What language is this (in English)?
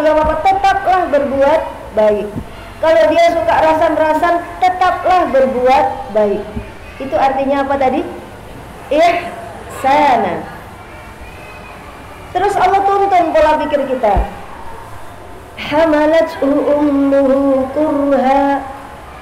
Indonesian